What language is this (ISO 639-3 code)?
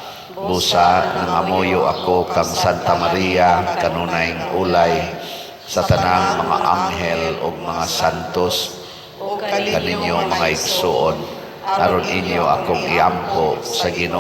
ceb